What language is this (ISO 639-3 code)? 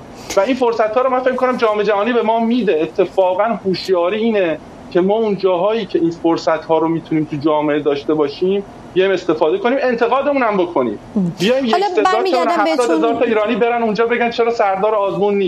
fas